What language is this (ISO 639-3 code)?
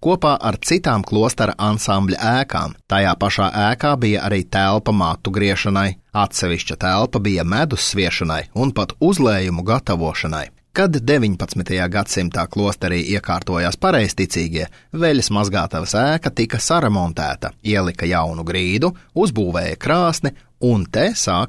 lav